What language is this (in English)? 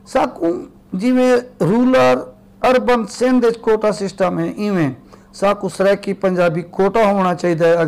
Saraiki